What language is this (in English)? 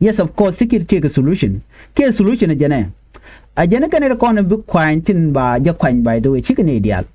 Nuer